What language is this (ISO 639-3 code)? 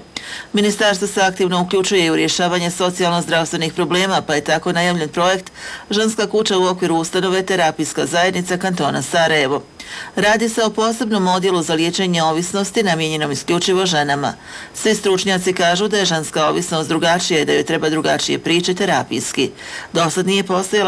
hrv